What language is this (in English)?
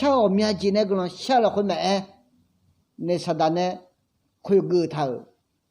Akha